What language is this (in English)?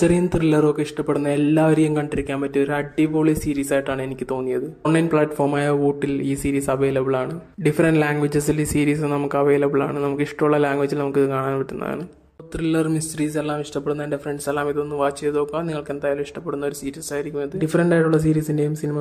Malayalam